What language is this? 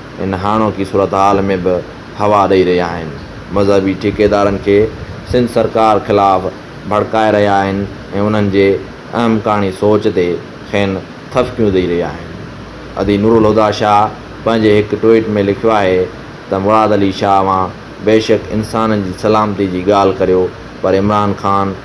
Sindhi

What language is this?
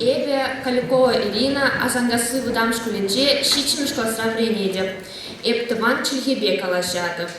Chuvash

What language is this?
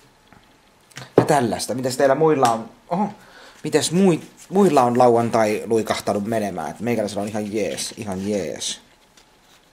Finnish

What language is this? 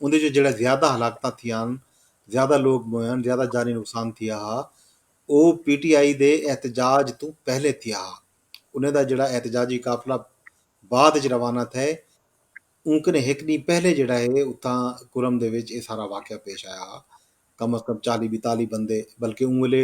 Saraiki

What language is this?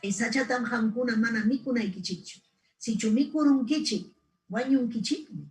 Ayacucho Quechua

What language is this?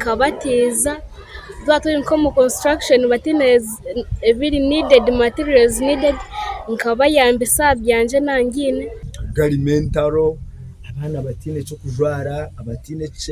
Nyankole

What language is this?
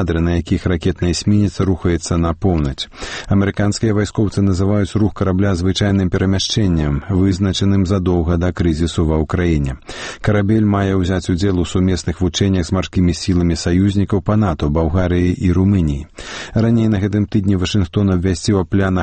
Belarusian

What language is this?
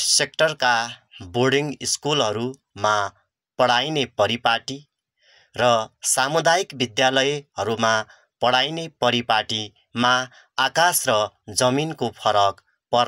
Nepali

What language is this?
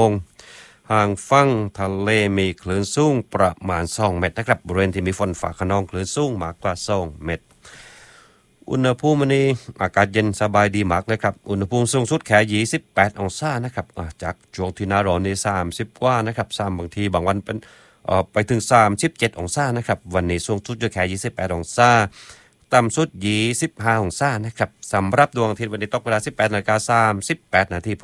Thai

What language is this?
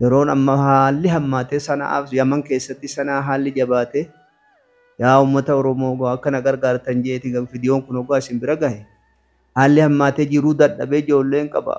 Oromo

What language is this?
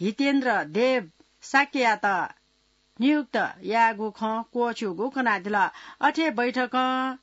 Newari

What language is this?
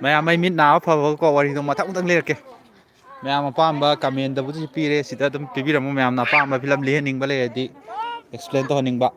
Manipuri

